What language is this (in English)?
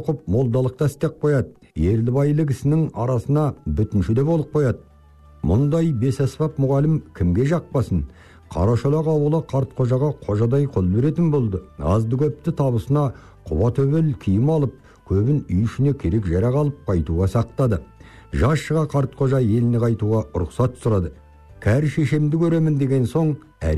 Kazakh